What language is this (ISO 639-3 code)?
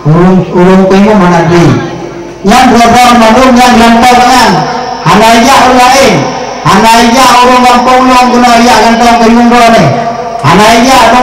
ace